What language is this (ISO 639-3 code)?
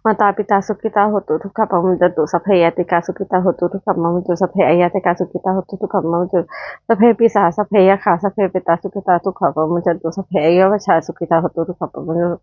pli